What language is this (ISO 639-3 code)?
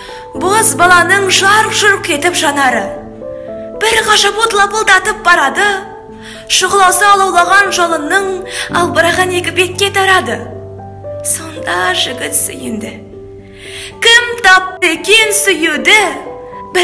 kaz